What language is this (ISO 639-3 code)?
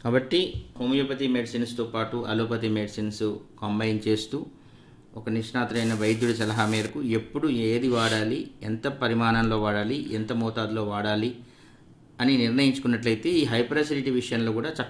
tel